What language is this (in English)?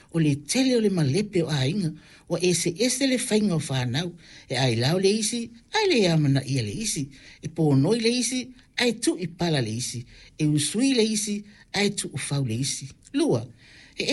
Samoan